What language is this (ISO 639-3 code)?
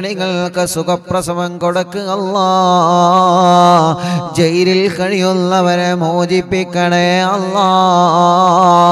mal